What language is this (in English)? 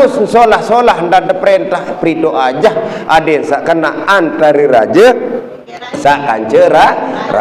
Sasak